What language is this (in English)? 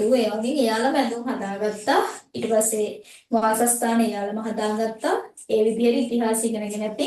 Sinhala